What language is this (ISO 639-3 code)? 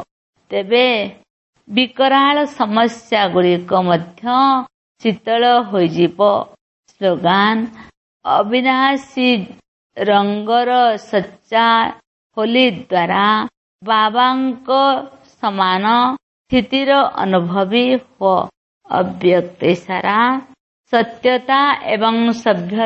ori